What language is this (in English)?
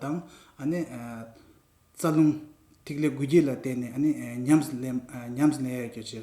Tibetan